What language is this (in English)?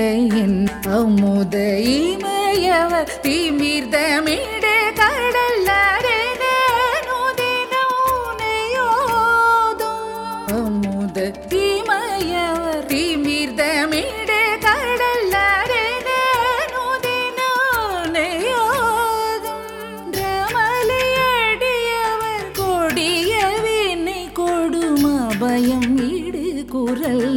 Tamil